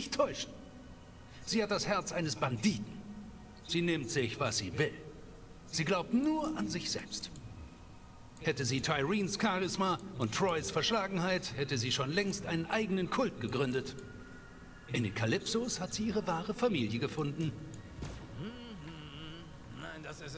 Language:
German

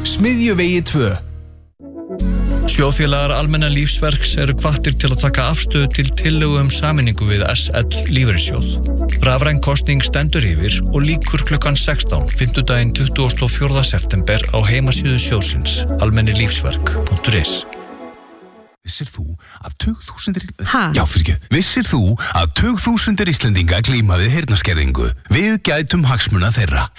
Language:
Icelandic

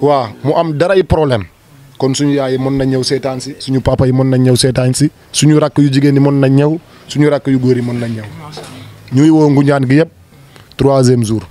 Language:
Wolof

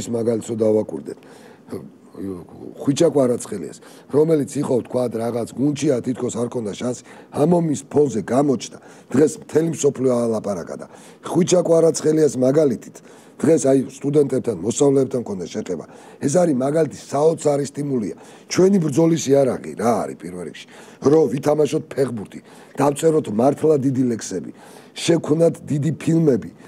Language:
Georgian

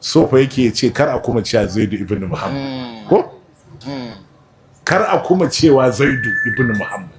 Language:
Hausa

